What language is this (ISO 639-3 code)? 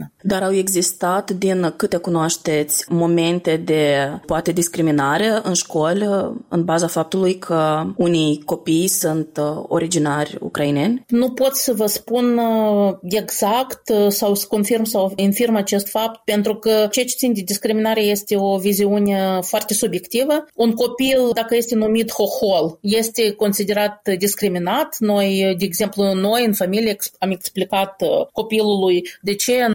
ron